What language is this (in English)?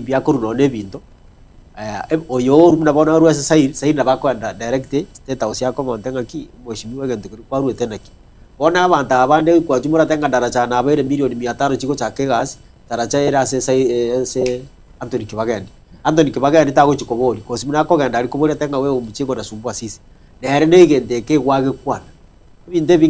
Gusii